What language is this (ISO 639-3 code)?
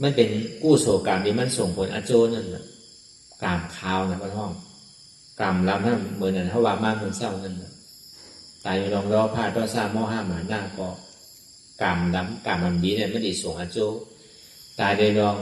shn